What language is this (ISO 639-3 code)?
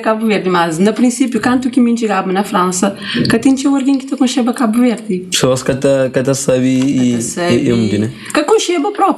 kea